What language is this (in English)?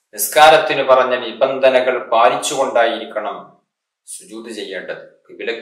Malayalam